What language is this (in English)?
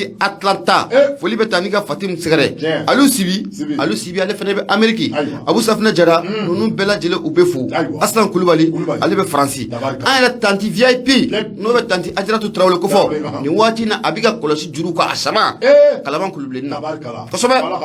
Bambara